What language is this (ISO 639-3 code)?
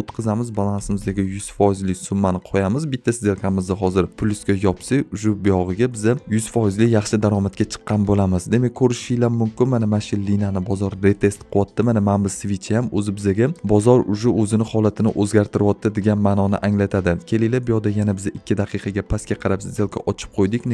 uzb